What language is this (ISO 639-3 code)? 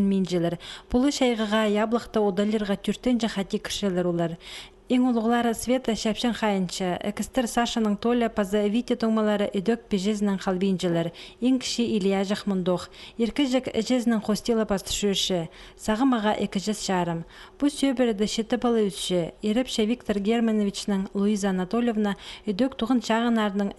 kjh